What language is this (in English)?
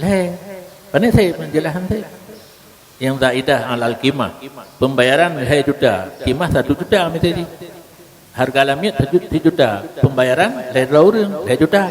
Achinese